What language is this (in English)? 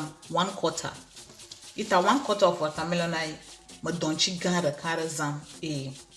Ewe